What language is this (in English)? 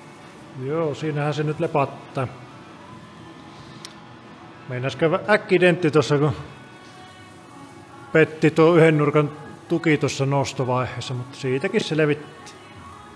Finnish